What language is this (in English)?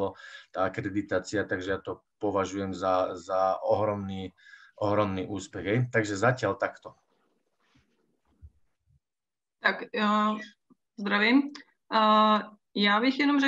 Slovak